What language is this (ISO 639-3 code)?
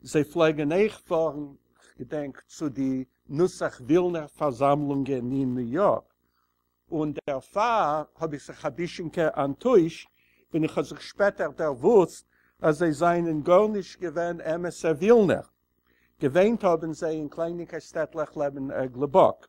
yid